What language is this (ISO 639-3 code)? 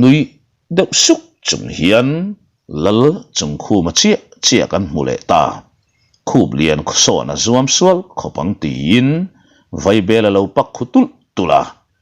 lus